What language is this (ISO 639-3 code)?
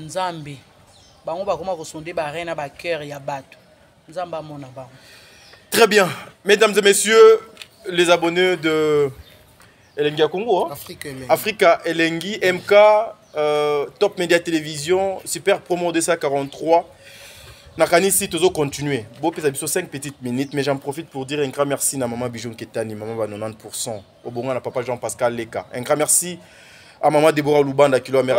lin